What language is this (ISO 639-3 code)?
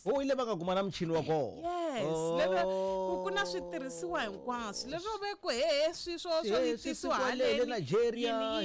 tso